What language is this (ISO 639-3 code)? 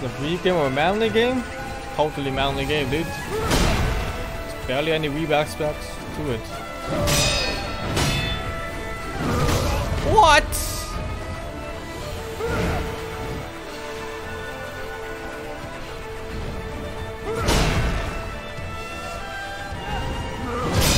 eng